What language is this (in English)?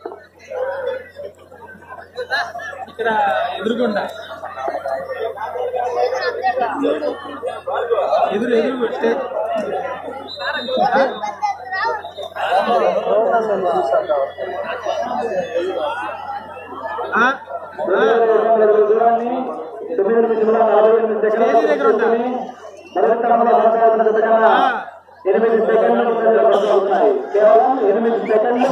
Telugu